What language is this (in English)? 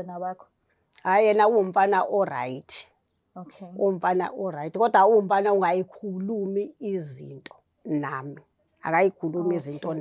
Zulu